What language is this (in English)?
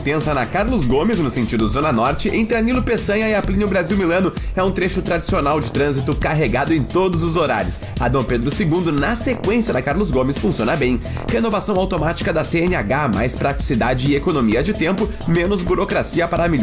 Portuguese